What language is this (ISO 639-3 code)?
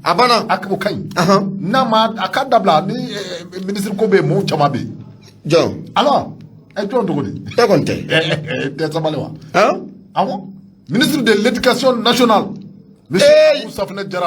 bam